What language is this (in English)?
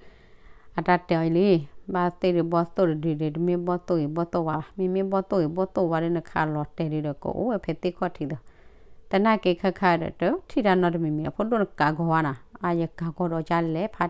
S'gaw Karen